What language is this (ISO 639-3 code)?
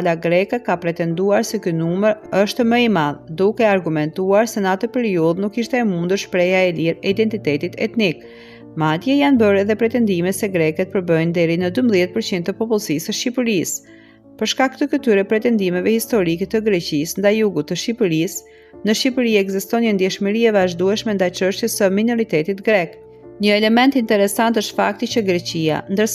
sqi